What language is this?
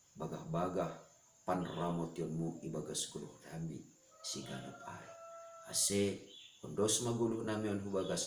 Batak Simalungun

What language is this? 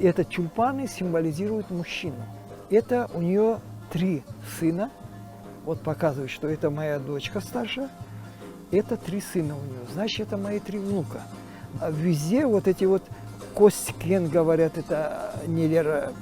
Crimean Tatar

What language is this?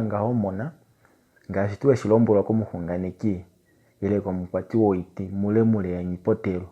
Kuanyama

